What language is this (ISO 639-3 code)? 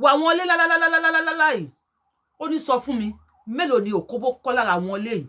yor